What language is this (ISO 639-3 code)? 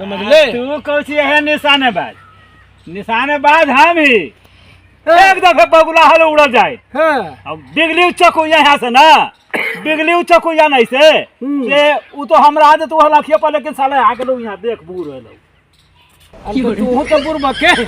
mag